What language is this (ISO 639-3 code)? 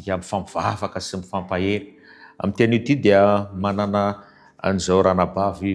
mlg